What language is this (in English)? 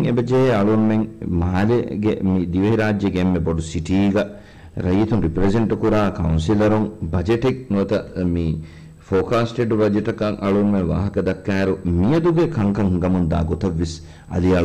Divehi